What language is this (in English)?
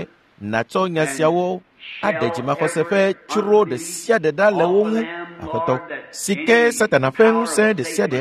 Ewe